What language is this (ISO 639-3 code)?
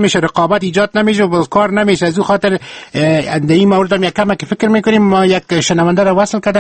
fas